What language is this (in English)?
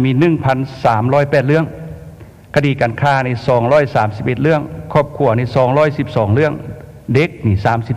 Lao